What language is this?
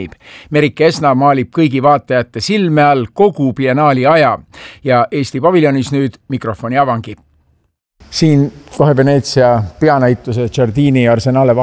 Estonian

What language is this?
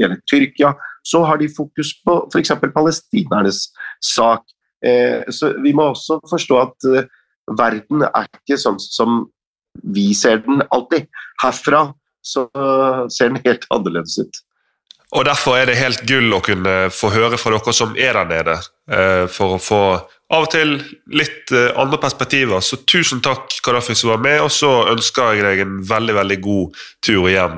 Norwegian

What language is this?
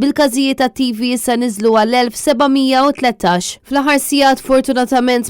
Maltese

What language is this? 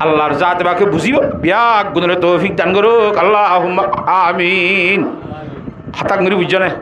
Rohingya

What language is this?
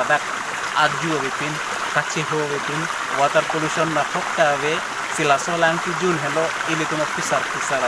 Karbi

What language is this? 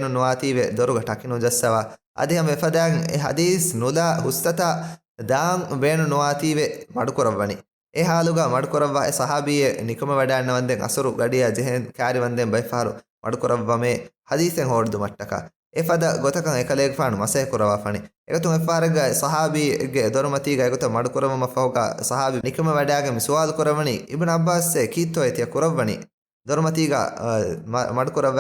Divehi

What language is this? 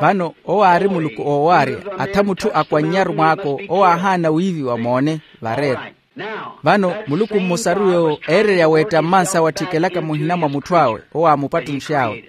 Makhuwa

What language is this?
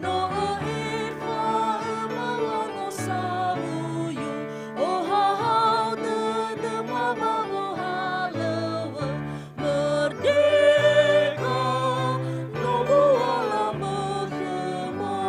Nias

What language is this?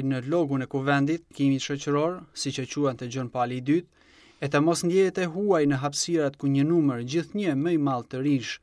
Albanian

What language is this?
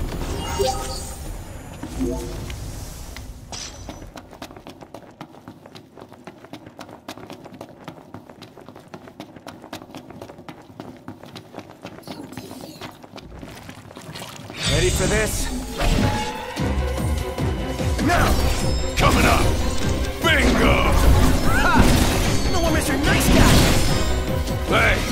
English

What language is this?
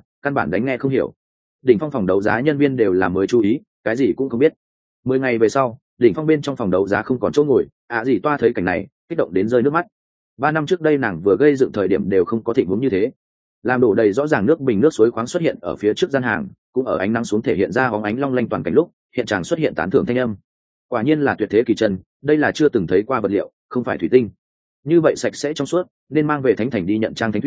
Vietnamese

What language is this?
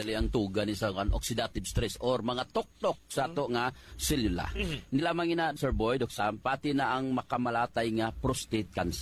Hiligaynon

